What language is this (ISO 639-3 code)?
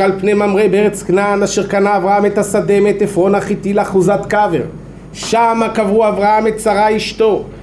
heb